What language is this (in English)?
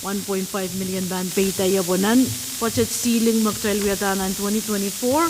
Pohnpeian